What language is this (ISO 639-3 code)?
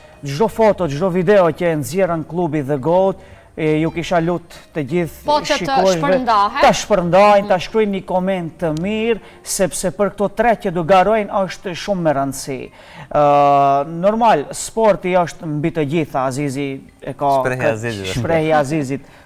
sqi